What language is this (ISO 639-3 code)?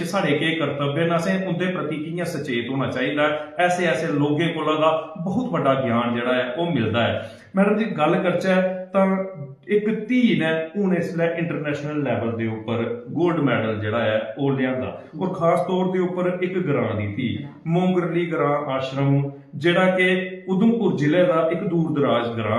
doi